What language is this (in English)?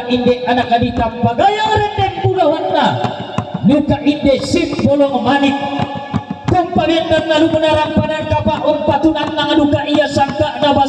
Toraja-Sa'dan